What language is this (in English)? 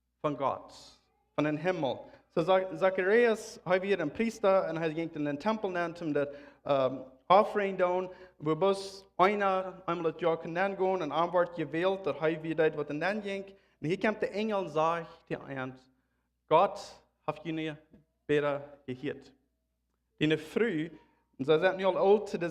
Plautdietsch